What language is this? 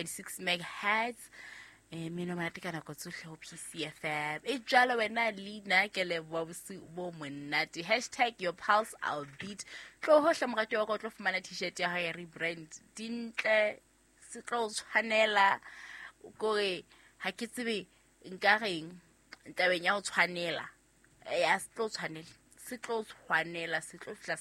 Southern Sotho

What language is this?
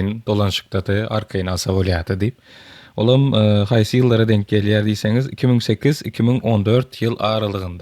Turkmen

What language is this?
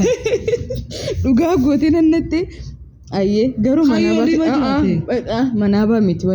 Oromo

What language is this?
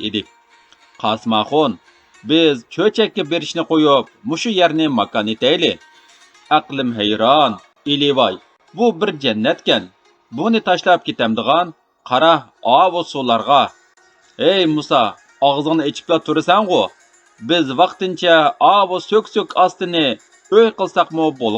Uyghur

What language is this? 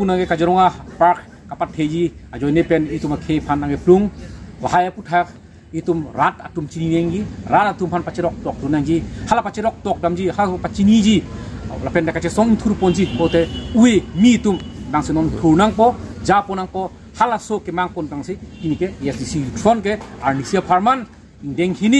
Karbi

